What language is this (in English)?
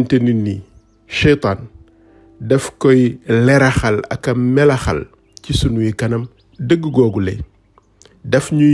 Wolof